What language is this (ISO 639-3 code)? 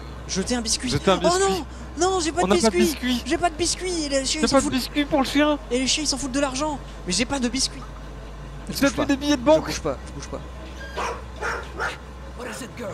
fra